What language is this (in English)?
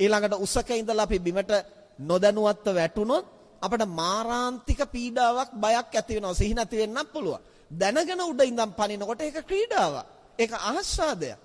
Sinhala